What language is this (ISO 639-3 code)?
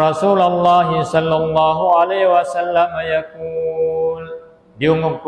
tsg